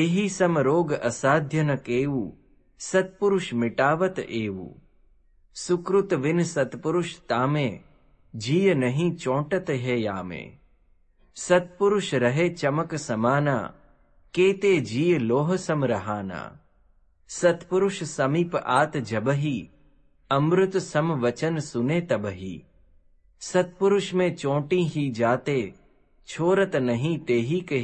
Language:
Gujarati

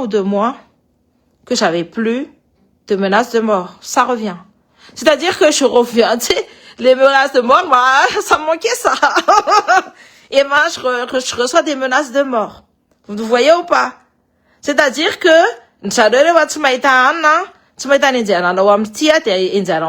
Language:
Malagasy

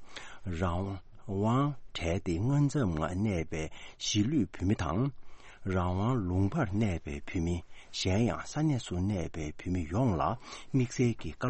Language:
Tibetan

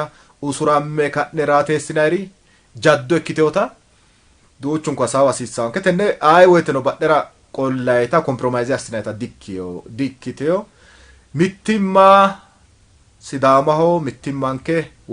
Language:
Sidamo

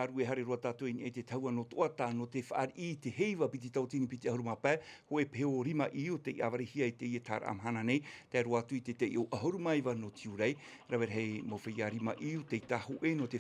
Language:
Tahitian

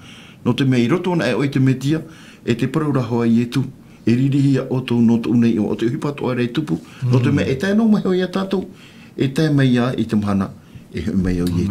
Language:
Tahitian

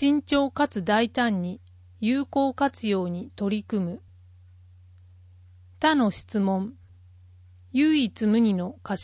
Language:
Japanese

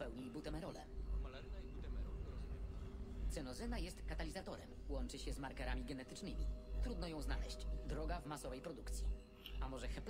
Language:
Polish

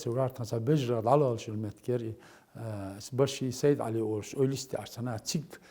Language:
Chechen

